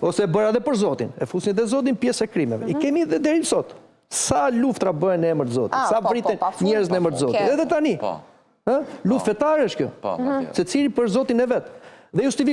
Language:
Albanian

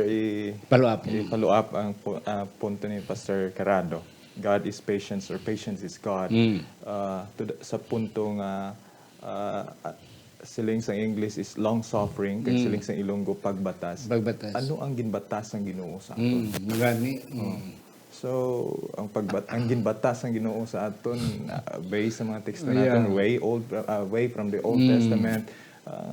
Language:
Hiligaynon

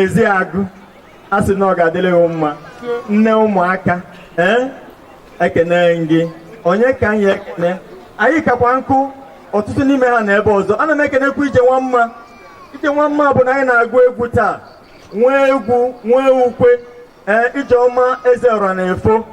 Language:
Igbo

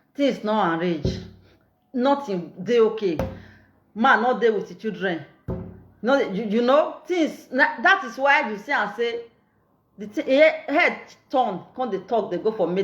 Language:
Nigerian Pidgin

